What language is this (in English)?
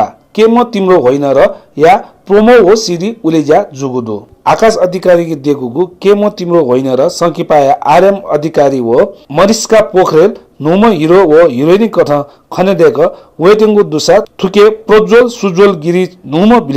Newari